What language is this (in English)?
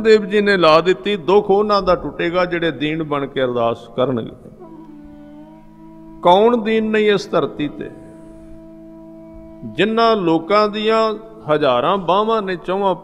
Punjabi